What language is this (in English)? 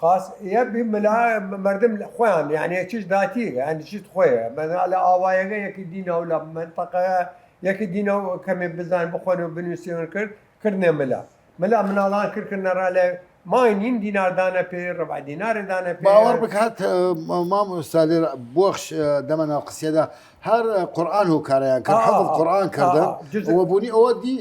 Southern Kurdish